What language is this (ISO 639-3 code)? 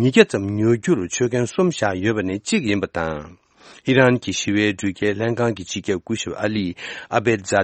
bod